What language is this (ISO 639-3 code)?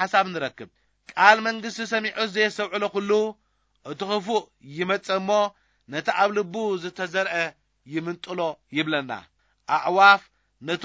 tir